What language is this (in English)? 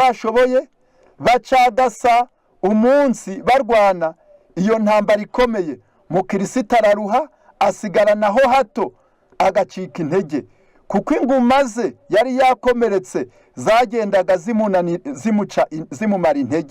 Kinyarwanda